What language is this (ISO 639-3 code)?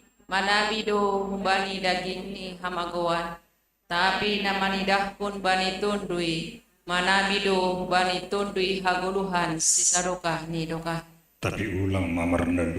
bts